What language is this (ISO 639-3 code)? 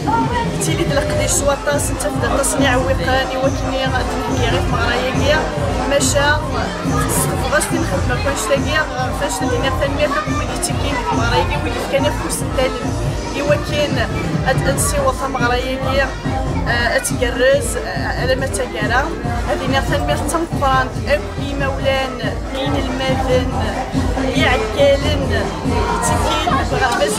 kab